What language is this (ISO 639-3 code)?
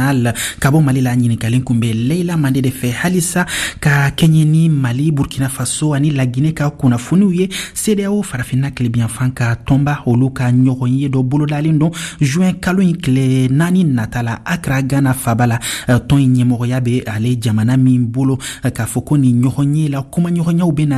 bam